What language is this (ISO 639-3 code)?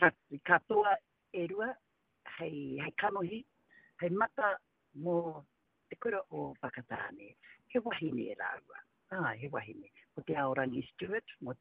mri